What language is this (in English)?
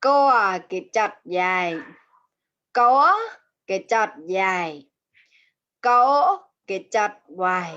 Mon